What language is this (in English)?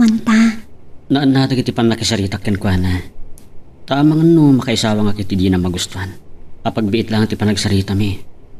Iloko